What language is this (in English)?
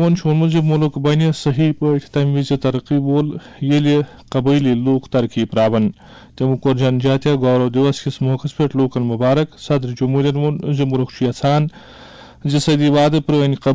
Kashmiri